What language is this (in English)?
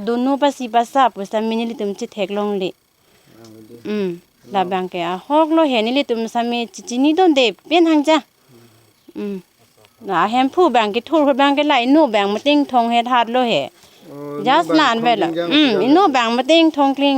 Karbi